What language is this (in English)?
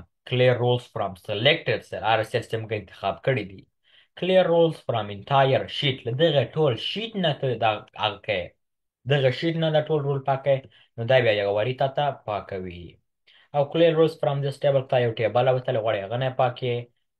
Pashto